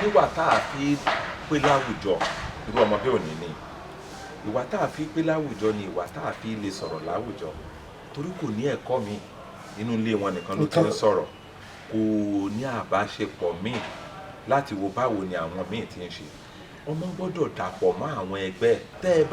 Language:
Yoruba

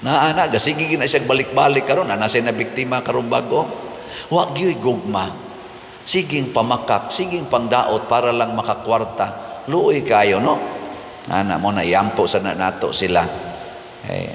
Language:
Cebuano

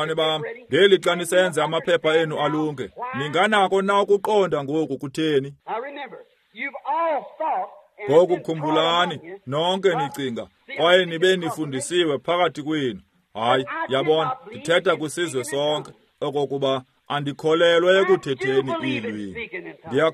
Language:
Xhosa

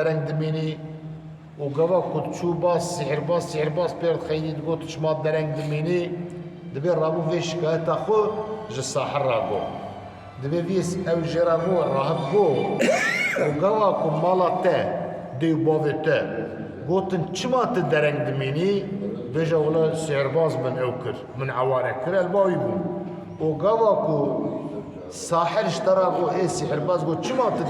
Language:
Kurdish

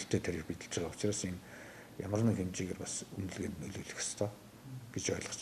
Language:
Mongolian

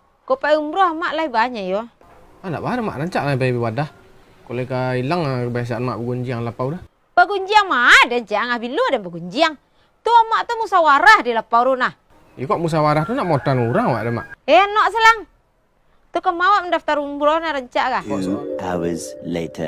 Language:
Minangkabau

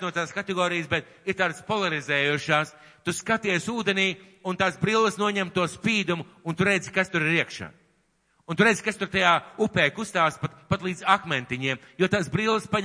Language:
Latvian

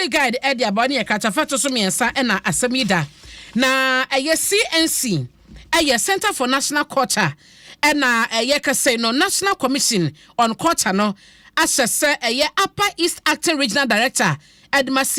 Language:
Akan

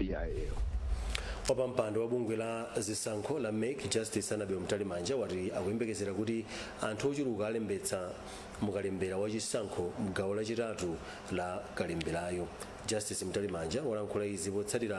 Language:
Nyanja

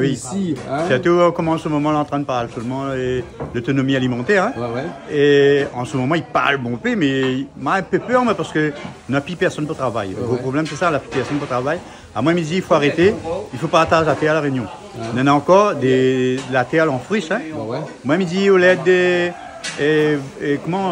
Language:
Réunion Creole French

